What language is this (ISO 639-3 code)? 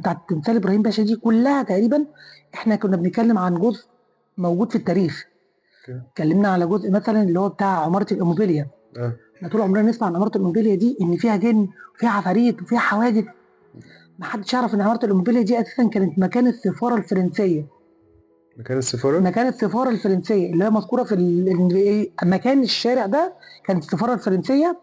arz